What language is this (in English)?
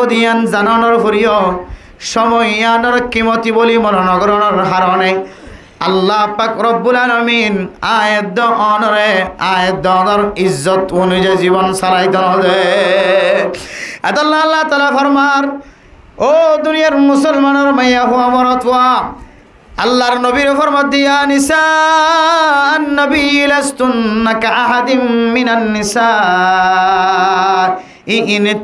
Rohingya